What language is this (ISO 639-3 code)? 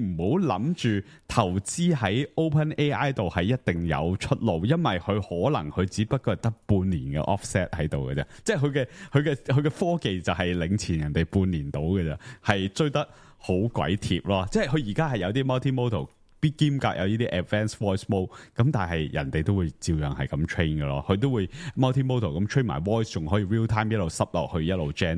yue